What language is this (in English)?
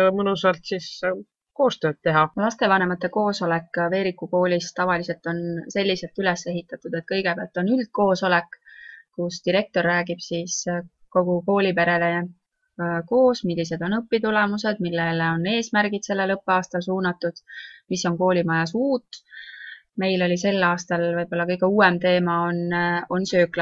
Estonian